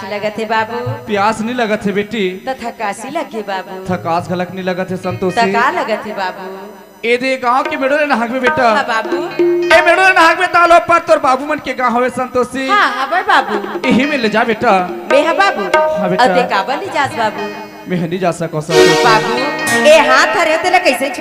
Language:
Chhattisgarhi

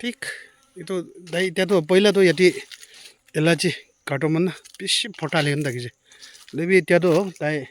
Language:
Naga Pidgin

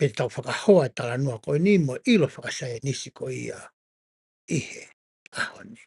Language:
Tongan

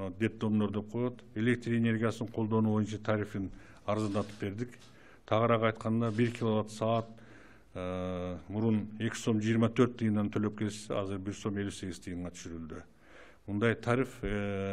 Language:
Kyrgyz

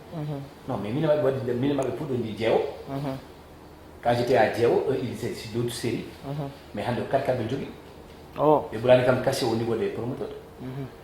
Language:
Fula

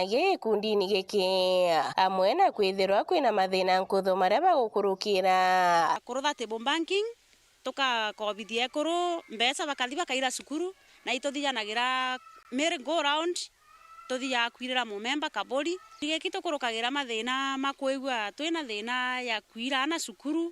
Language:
Meru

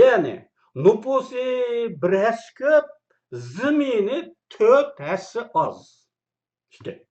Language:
Uyghur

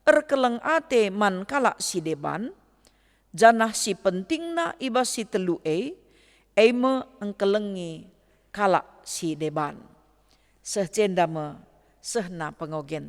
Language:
Batak Karo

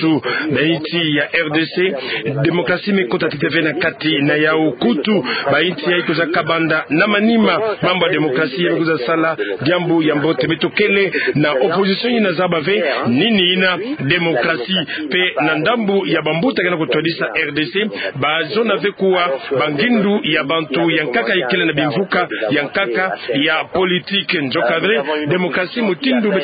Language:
Kituba (Democratic Republic of Congo)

